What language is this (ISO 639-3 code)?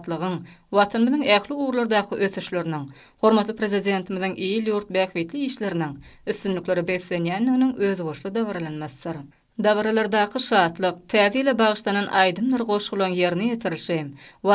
tuk